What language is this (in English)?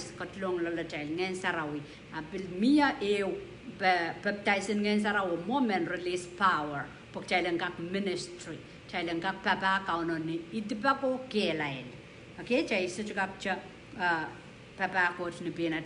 Pohnpeian